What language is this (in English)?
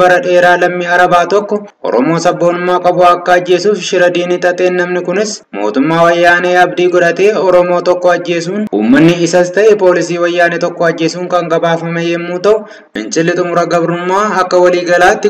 Oromo